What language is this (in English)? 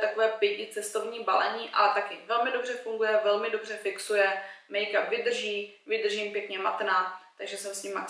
Czech